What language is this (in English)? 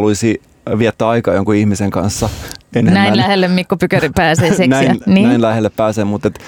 Finnish